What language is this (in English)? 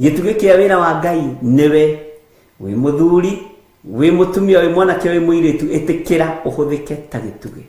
Kikuyu